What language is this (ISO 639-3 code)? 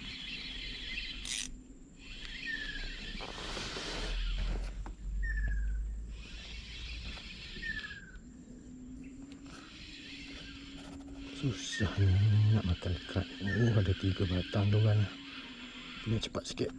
msa